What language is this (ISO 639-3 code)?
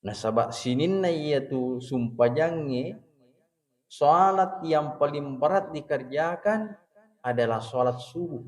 bug